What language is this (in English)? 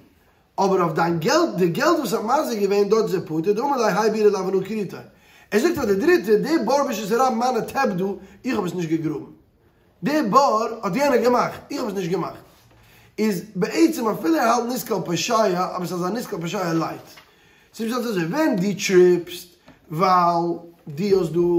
Yiddish